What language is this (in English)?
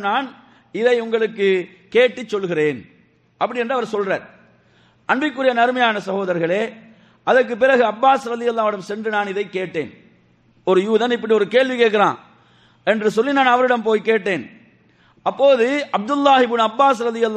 Tamil